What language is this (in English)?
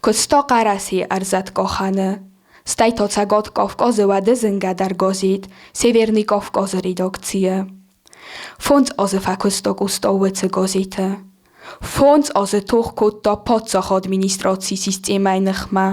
Ossetic